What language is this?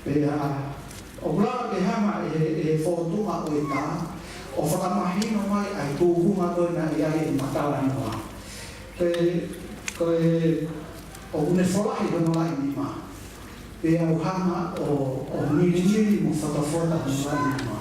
Tongan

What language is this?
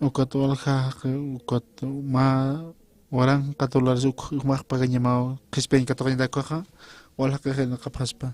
Aymara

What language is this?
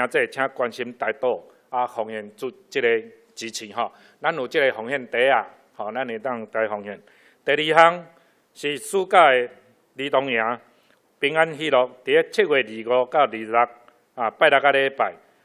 Min Nan Chinese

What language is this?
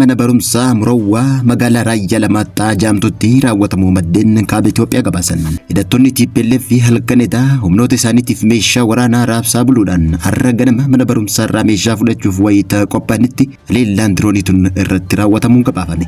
Oromo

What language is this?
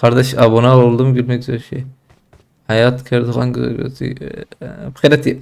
Kurdish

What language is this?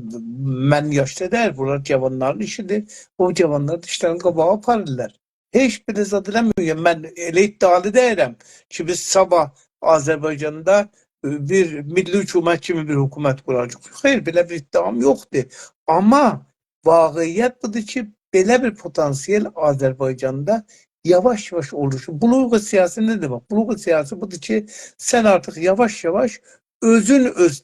South Azerbaijani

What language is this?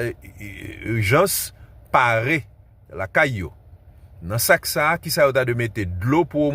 Haitian Creole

